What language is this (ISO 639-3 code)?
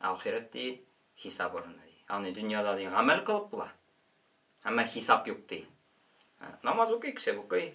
tat